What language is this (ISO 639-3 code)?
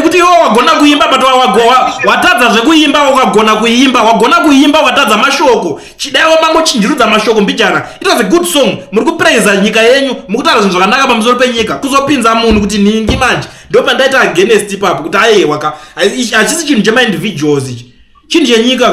sna